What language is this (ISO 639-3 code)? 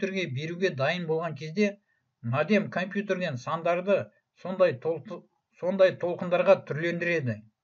kaz